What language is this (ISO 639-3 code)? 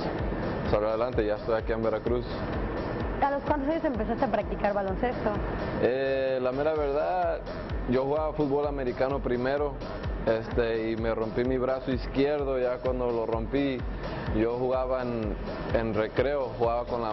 spa